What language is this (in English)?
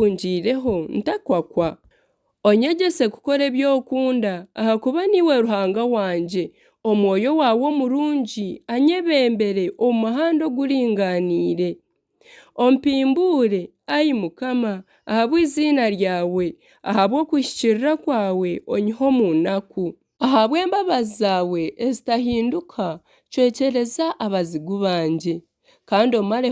Nyankole